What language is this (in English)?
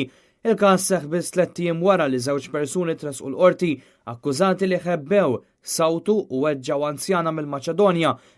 Maltese